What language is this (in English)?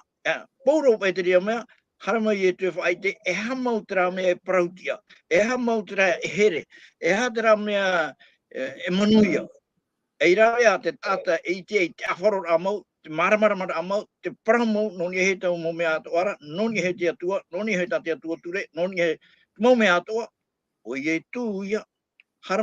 Tahitian